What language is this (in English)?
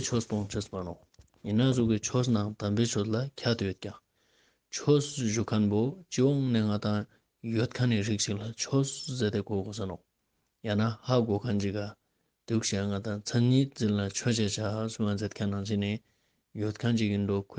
Ladakhi